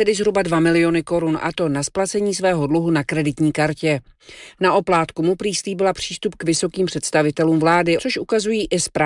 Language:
Czech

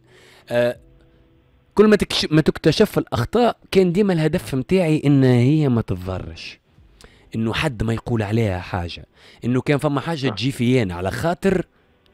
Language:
Tunisian Arabic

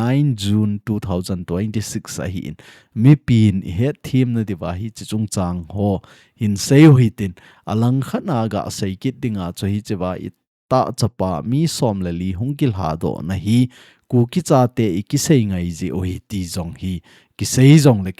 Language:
Thado Chin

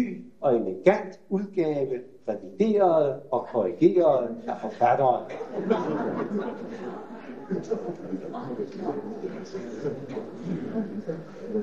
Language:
Danish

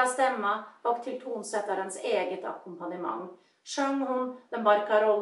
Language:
Swedish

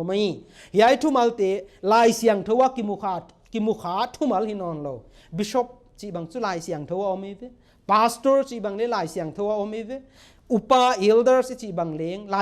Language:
Paite Chin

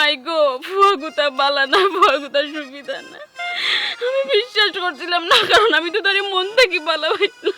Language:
Sylheti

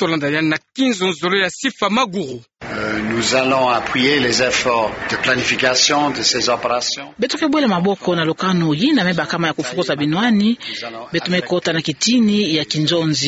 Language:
Kituba (Democratic Republic of Congo)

